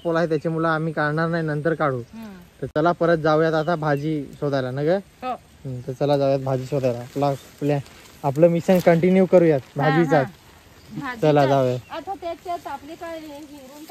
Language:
Marathi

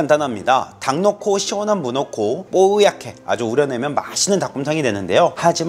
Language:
Korean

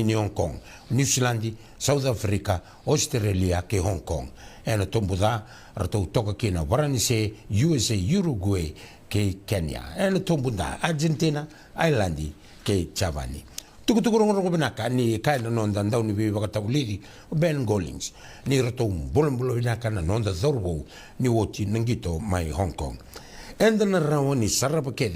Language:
Fijian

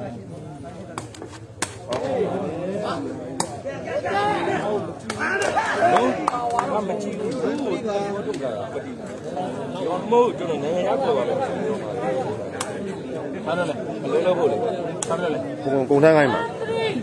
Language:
Burmese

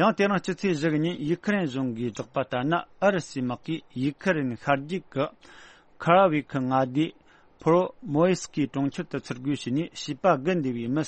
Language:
Tibetan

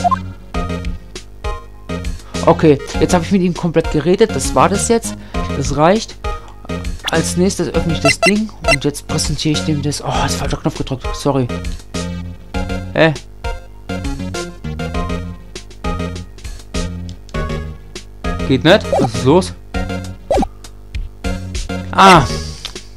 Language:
German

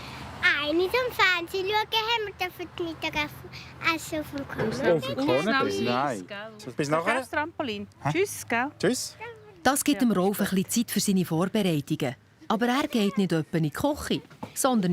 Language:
Swiss German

